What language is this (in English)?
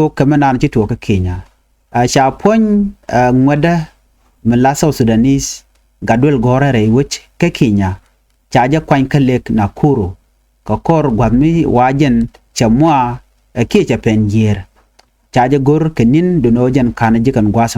Nuer